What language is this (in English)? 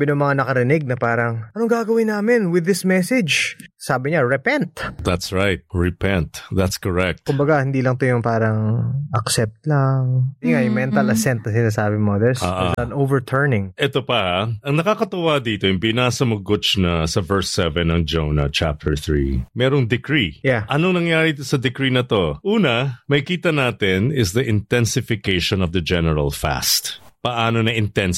Filipino